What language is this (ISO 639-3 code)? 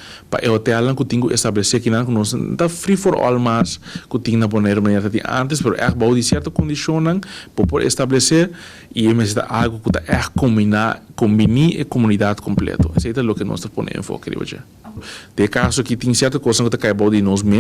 pap